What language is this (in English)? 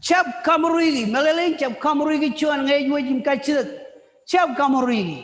Marshallese